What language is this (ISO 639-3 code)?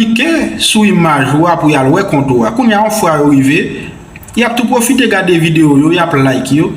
hat